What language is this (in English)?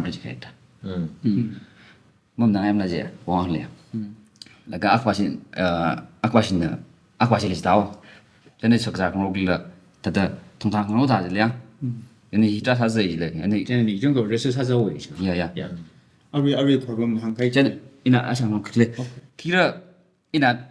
Tangkhul Naga (India)